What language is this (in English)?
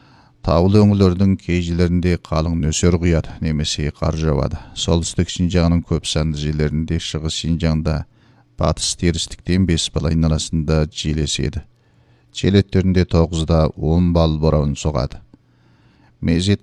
Kazakh